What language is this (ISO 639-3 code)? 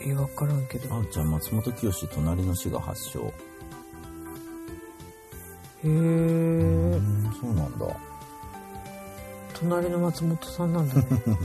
jpn